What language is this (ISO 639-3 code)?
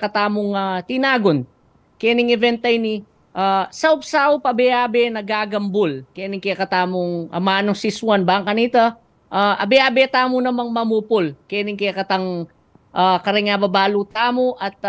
pam